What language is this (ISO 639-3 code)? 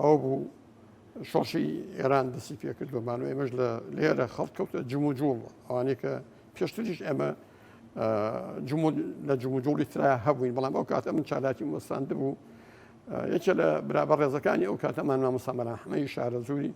ckb